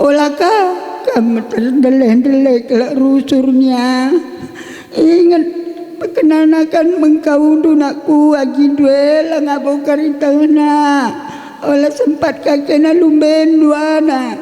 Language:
Batak Karo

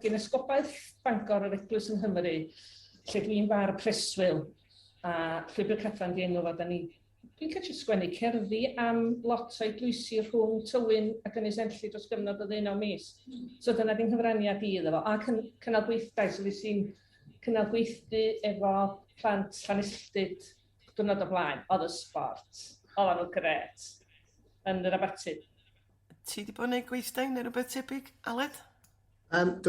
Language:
Welsh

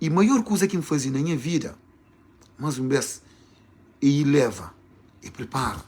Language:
Kabuverdianu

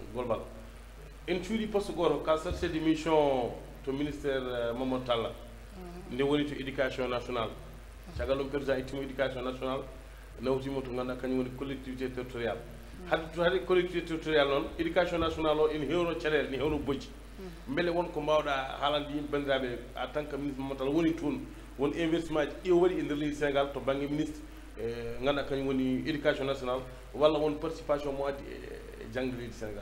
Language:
Fula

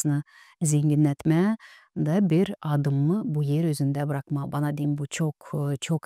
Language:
Gagauz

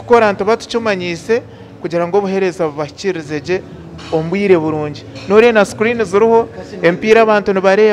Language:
Nyankole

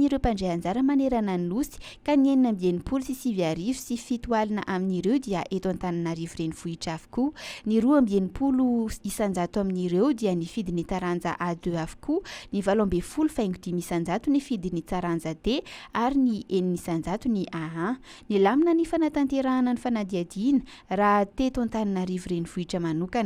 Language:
Malagasy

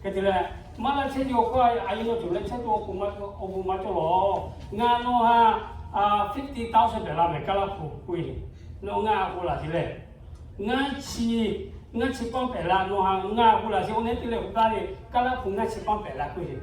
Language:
Lahu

